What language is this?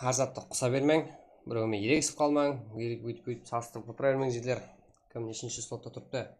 Kara-Kalpak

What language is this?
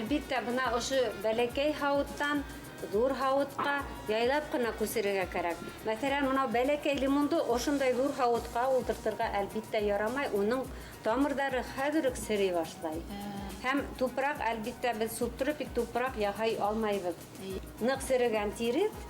Bashkir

